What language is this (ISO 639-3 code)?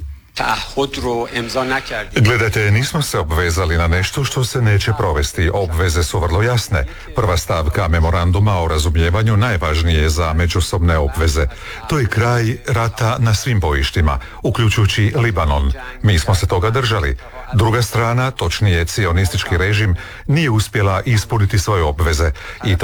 hrv